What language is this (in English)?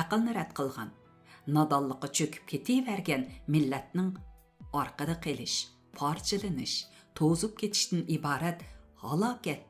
Uyghur